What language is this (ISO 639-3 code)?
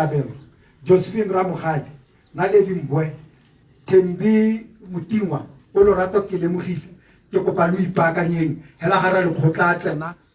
tsn